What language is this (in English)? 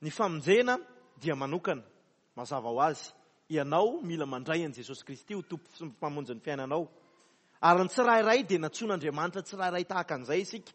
Malagasy